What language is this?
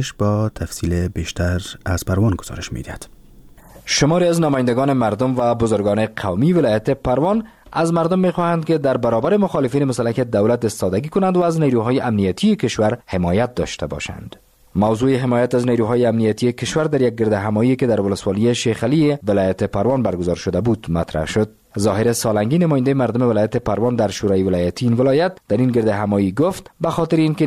Persian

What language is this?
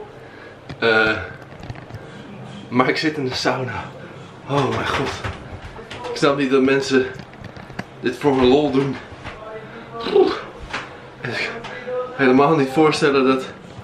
Dutch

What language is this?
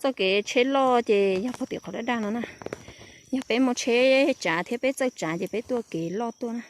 Hmong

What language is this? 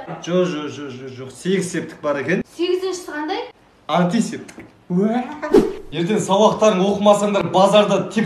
Kazakh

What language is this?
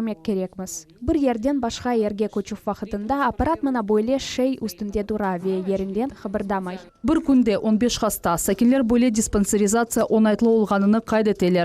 Crimean Tatar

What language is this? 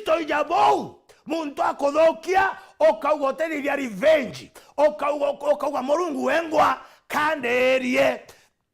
Meru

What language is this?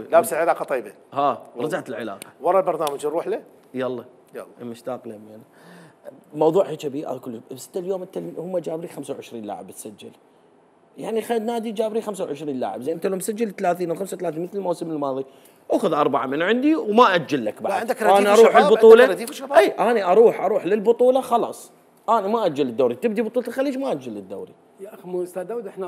Mesopotamian Arabic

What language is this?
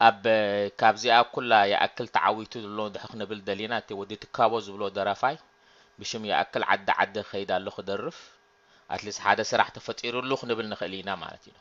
Tigrinya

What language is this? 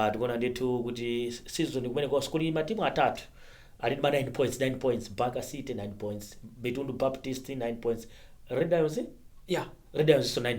Nyanja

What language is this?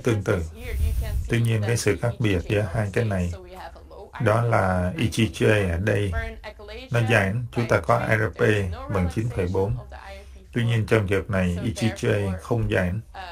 Vietnamese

